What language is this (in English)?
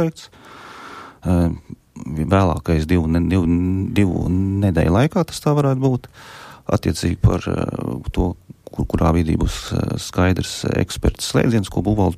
Latvian